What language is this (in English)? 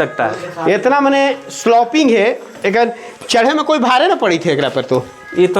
Magahi